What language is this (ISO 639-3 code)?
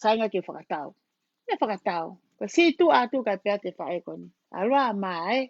ton